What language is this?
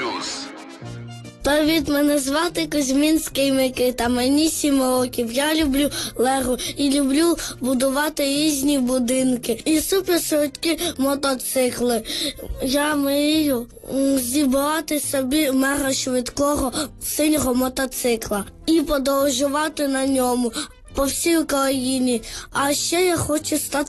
Ukrainian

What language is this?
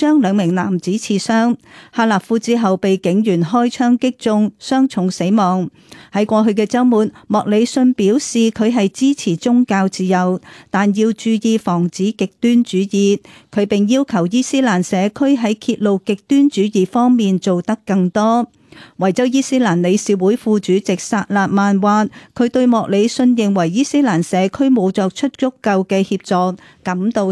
Cantonese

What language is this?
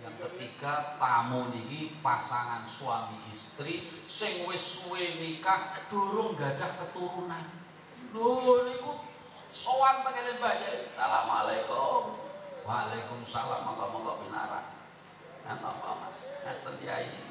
Javanese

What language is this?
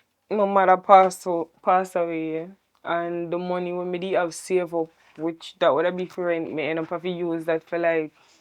Jamaican Creole English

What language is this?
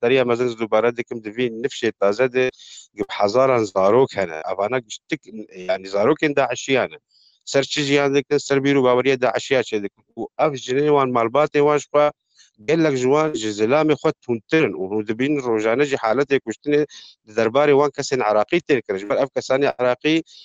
Kurdish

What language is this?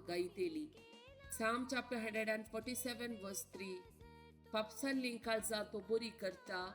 Konkani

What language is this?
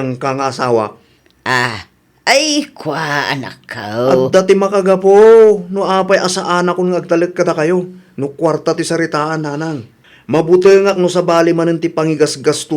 Iloko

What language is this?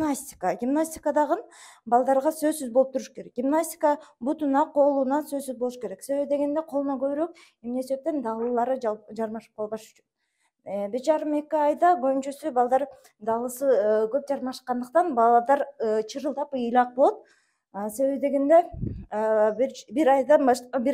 Kyrgyz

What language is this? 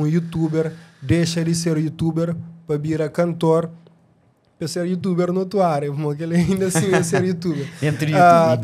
Kabuverdianu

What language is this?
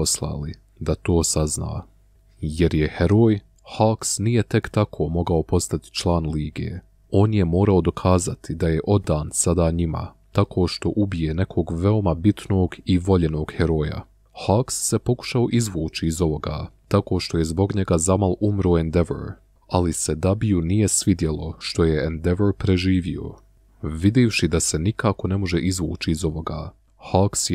Bosnian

